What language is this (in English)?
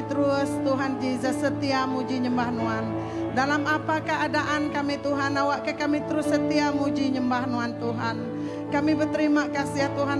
Iban